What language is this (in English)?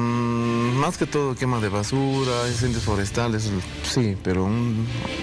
Spanish